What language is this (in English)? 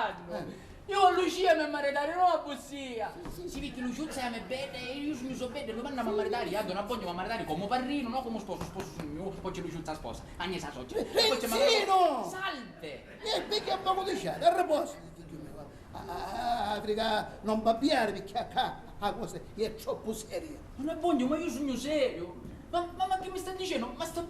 Sicilian